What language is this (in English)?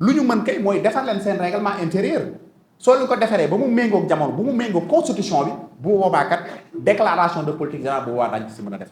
Wolof